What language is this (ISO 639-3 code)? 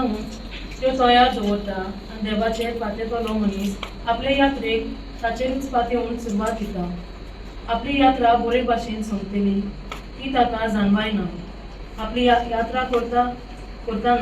kok